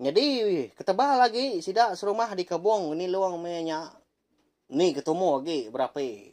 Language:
Iban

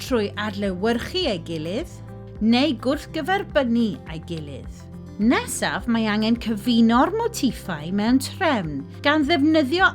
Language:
Welsh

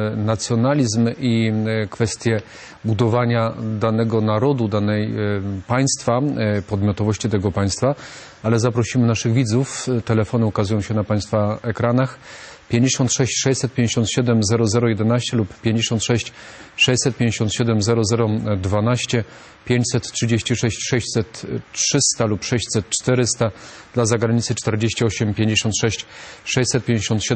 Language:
Polish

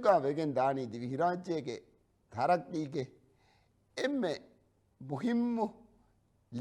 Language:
Divehi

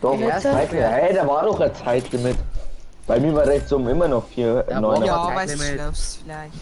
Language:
Bavarian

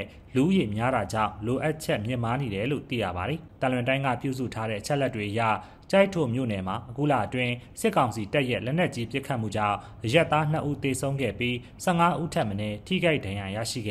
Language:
Burmese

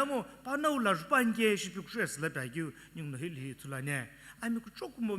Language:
Sumi Naga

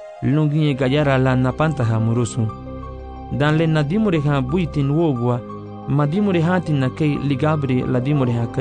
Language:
Garifuna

